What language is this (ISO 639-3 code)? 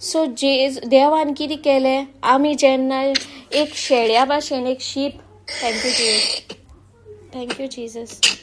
kok